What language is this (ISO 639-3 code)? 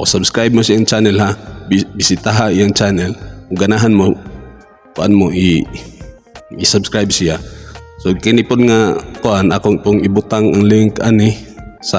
ceb